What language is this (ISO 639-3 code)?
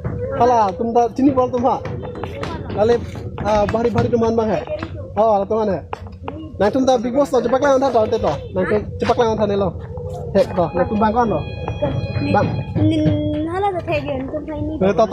mjw